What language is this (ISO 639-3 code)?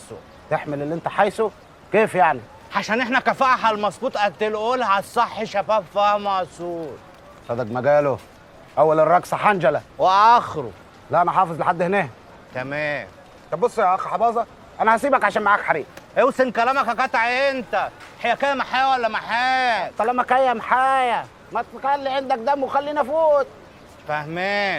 arz